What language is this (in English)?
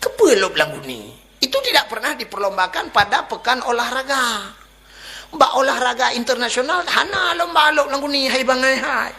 Achinese